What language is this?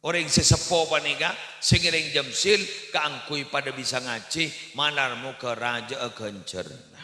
Madurese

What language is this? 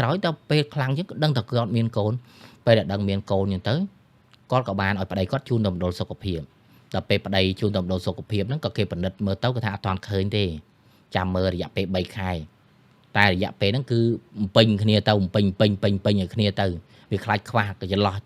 Khmer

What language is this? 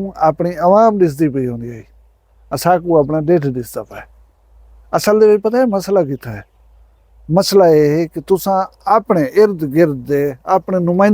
Saraiki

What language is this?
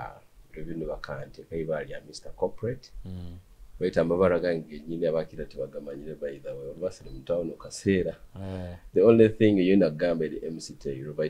Tooro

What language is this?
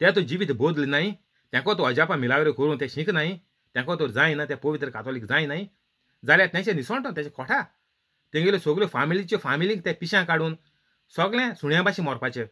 Konkani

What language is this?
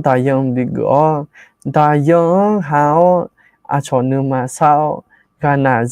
Akha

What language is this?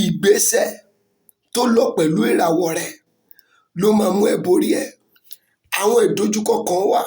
Yoruba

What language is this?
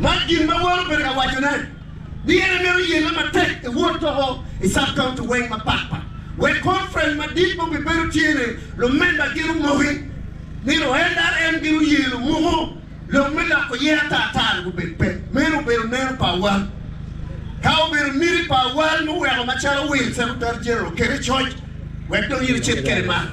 Acoli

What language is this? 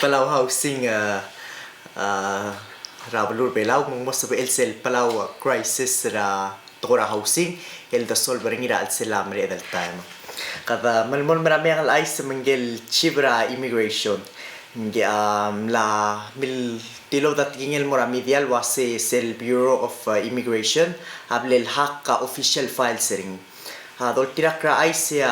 Palauan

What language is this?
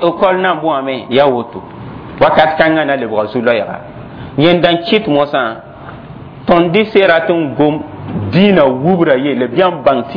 Mossi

